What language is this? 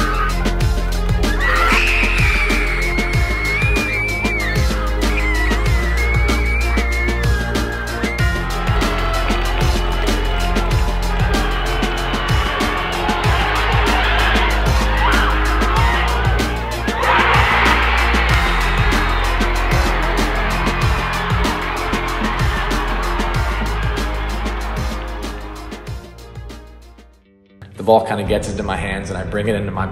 English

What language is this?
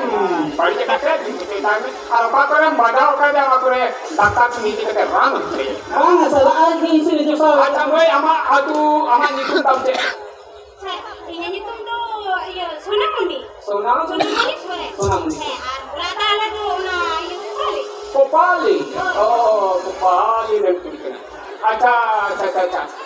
Santali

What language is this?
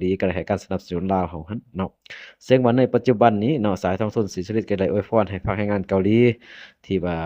Lao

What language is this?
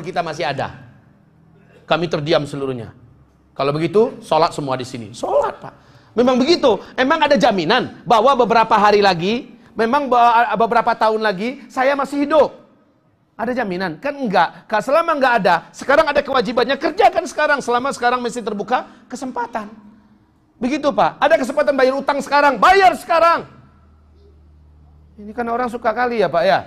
Indonesian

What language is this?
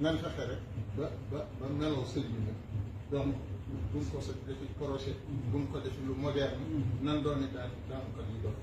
Wolof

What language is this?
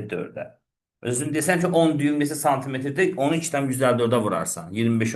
Azerbaijani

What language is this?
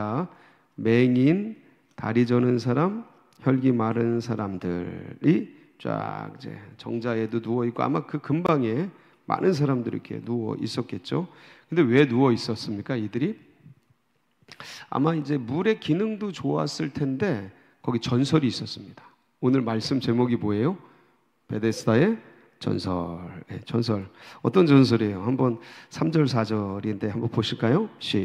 Korean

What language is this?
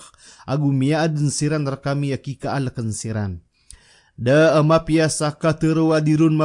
Maranao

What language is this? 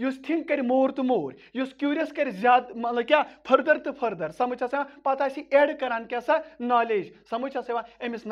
Kashmiri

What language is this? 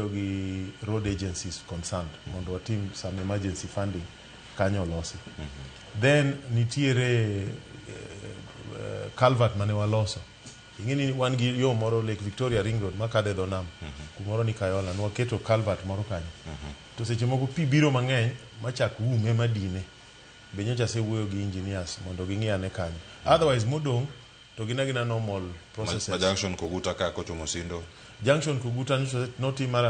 Luo (Kenya and Tanzania)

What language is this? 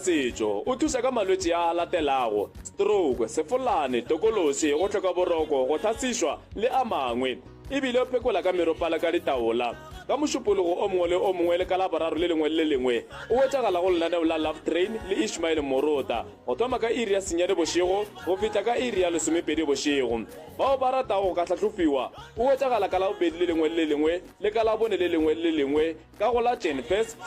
Northern Sotho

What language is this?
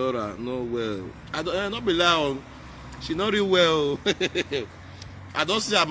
Nigerian Pidgin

